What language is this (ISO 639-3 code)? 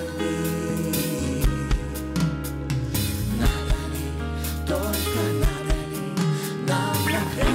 rus